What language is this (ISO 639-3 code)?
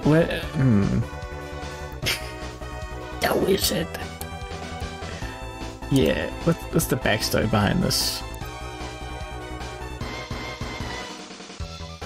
eng